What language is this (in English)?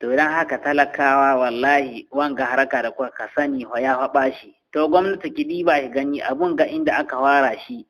Hausa